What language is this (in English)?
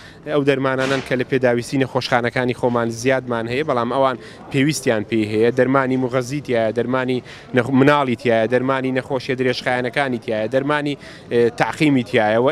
Central Kurdish